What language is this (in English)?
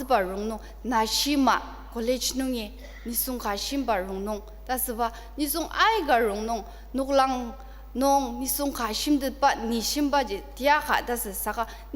Ao Naga